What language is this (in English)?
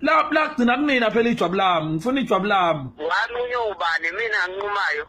Zulu